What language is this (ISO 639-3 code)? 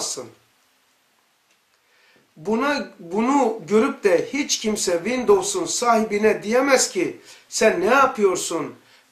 tur